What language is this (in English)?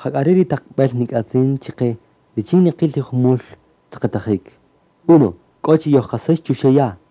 Kaqchikel